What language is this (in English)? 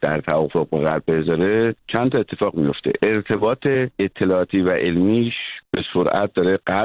Persian